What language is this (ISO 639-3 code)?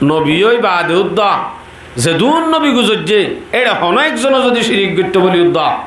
rhg